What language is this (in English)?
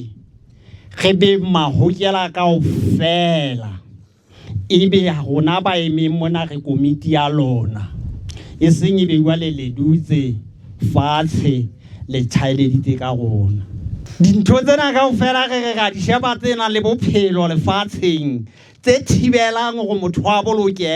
Southern Sotho